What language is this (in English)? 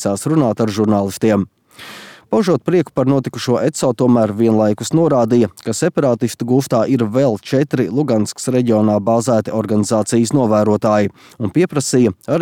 Latvian